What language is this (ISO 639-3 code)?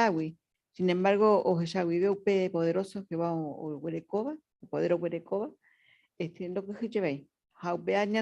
grn